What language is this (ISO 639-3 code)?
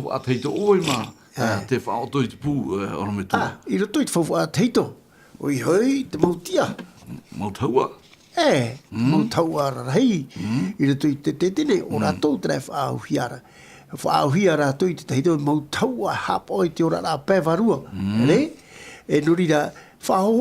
tah